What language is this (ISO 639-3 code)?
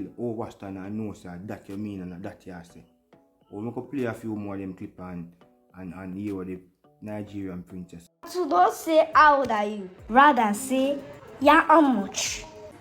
jam